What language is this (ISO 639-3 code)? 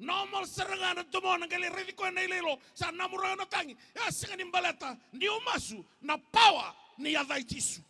fij